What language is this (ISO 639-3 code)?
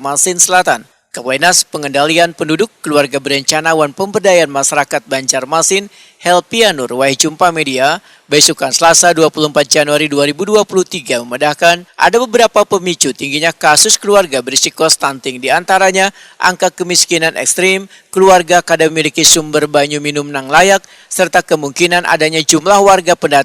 bjn